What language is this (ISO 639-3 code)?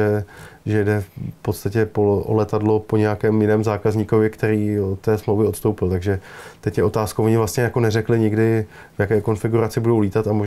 ces